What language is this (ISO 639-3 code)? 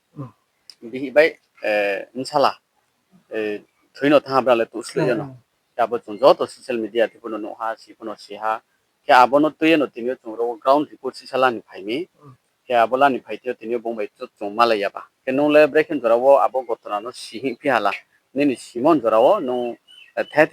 ria